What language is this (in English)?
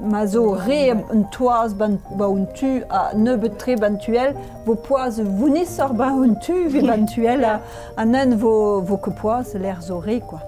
Breton